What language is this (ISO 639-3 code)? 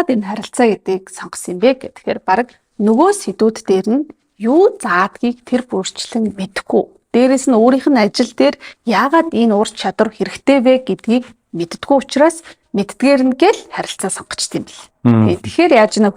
mon